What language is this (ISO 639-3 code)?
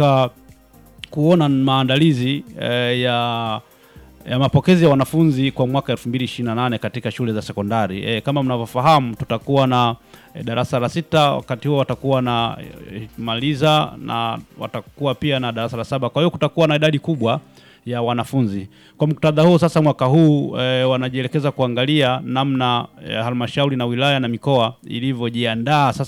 swa